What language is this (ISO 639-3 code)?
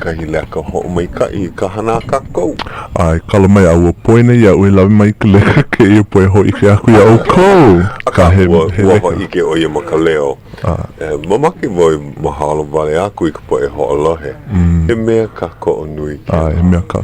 haw